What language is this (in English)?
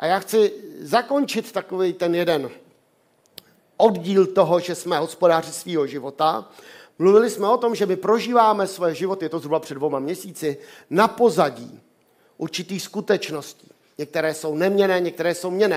Czech